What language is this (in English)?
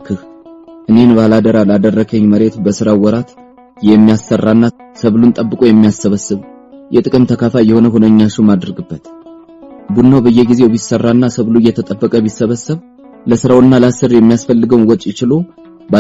Amharic